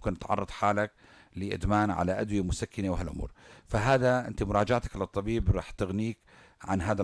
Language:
North Levantine Arabic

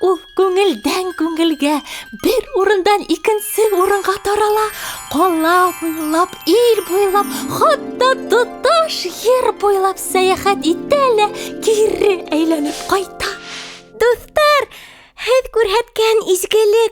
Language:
Bashkir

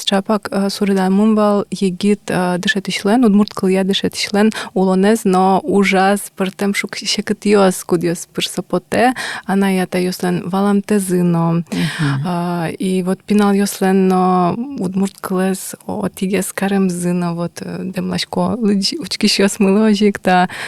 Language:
Udmurt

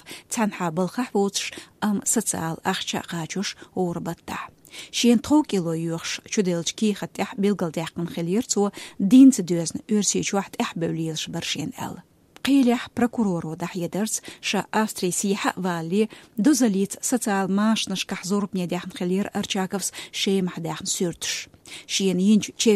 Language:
Chechen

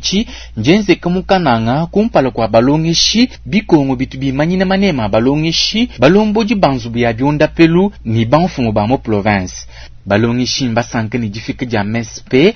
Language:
Luba-Lulua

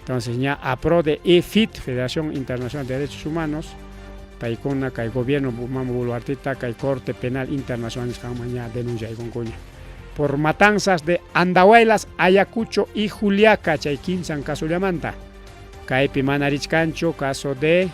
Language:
Ayacucho Quechua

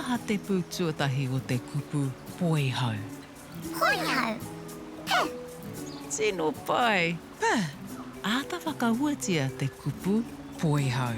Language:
Māori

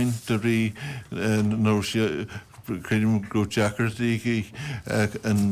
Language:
Irish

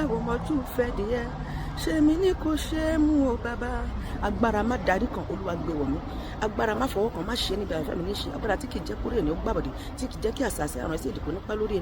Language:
Yoruba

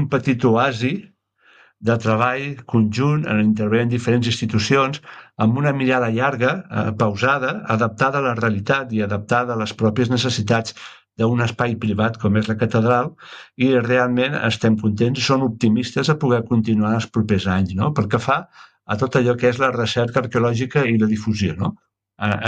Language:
Catalan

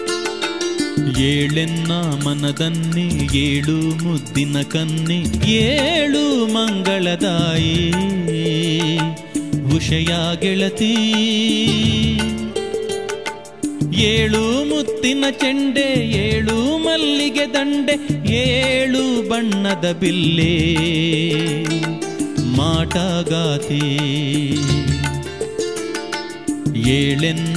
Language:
Kannada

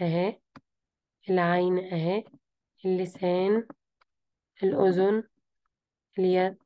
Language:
Egyptian Arabic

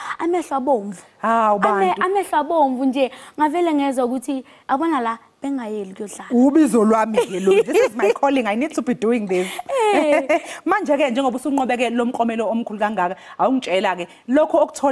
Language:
Zulu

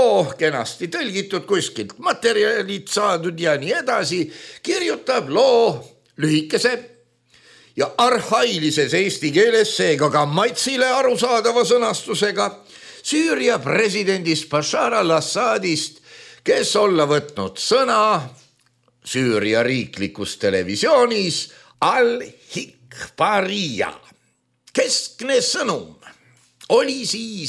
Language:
Estonian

